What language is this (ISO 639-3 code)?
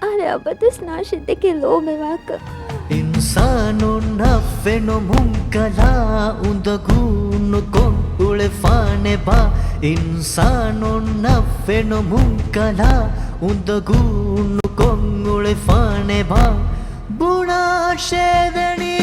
div